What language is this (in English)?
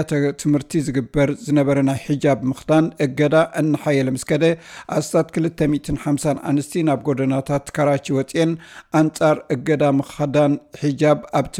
Tigrinya